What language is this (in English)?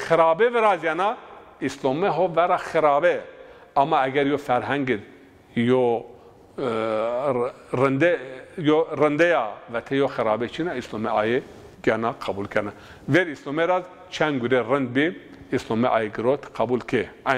Zaza